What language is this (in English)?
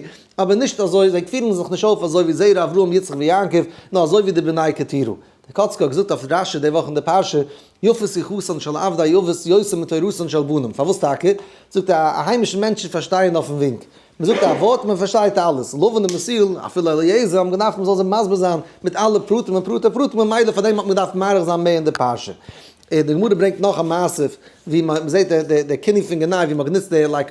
Yiddish